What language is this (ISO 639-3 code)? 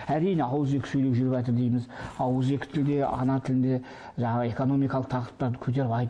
kaz